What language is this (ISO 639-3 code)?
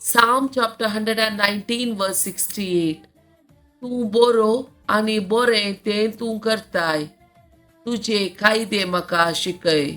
kok